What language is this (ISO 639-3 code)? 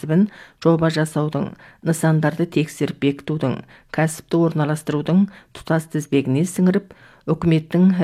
kaz